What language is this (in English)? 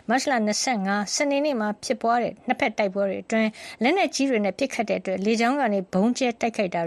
Burmese